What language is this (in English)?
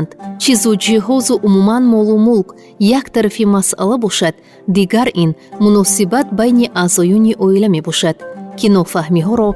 Tajik